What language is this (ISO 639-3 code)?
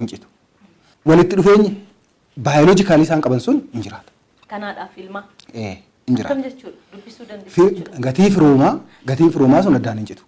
orm